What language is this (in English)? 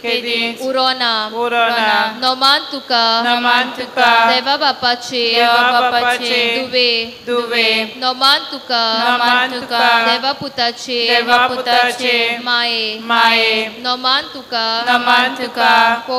Konkani